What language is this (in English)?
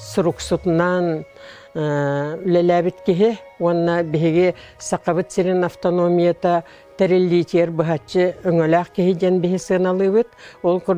Yakut